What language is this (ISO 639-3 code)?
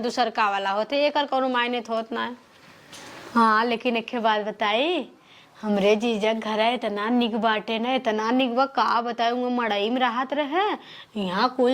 awa